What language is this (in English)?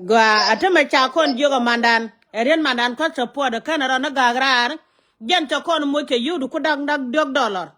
Nuer